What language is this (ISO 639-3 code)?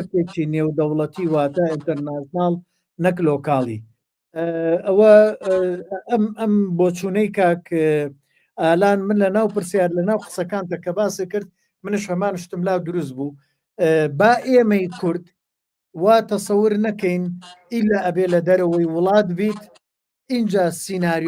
ckb